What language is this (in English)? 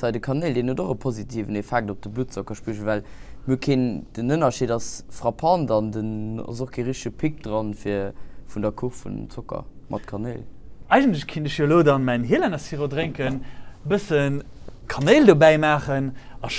Luxembourgish